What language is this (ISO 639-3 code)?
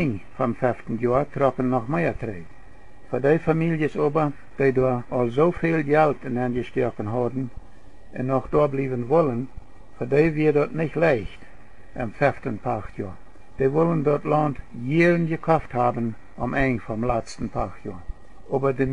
pdt